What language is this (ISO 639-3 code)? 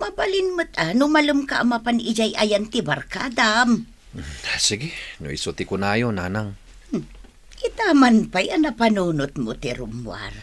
ilo